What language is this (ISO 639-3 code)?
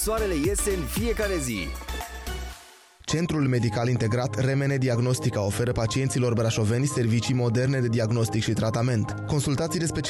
ron